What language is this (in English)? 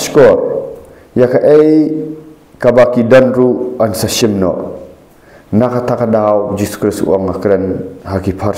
Khasi